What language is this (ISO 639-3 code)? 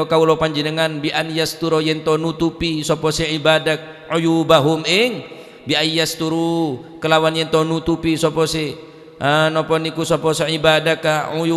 mad